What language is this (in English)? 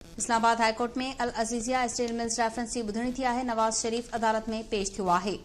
Sindhi